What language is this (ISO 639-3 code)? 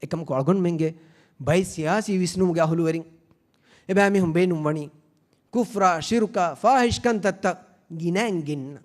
div